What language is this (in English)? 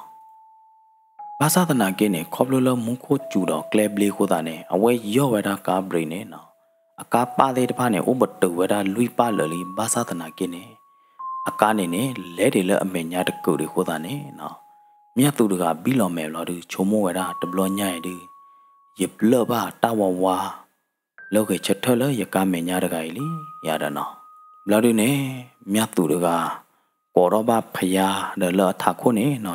S'gaw Karen